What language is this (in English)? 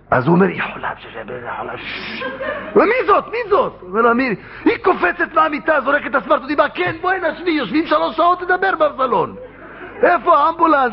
Hebrew